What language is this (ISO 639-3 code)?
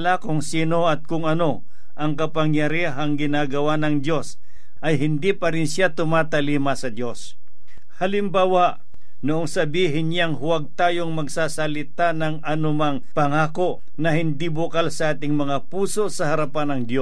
fil